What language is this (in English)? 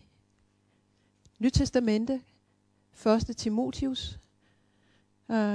Danish